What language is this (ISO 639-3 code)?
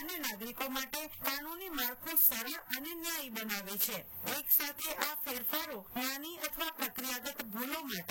guj